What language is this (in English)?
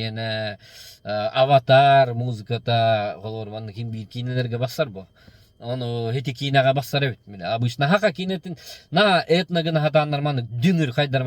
Yakut